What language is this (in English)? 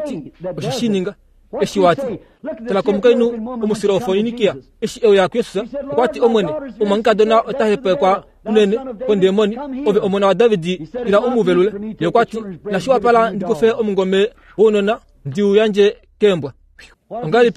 Kuanyama